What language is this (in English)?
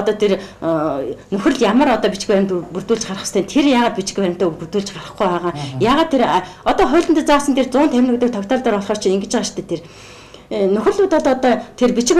Mongolian